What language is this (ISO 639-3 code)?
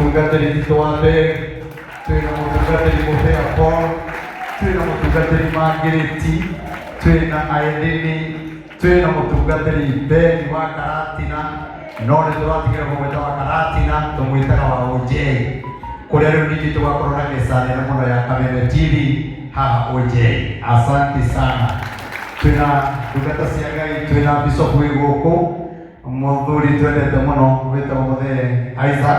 kik